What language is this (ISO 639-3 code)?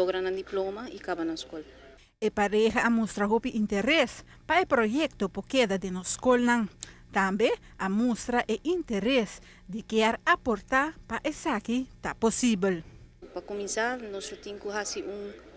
pap